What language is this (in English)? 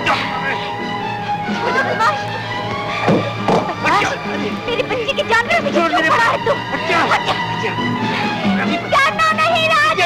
Hindi